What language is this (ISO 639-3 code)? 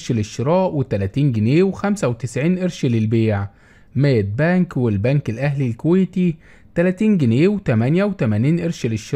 arz